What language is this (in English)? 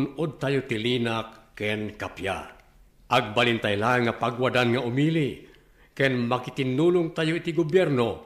Iloko